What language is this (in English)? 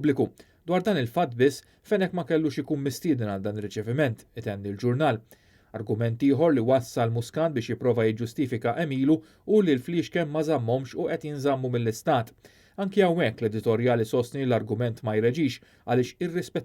Maltese